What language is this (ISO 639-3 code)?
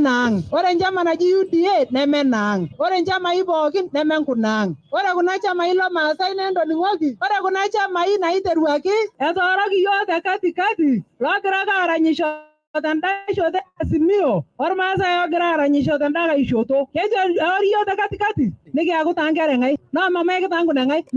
mas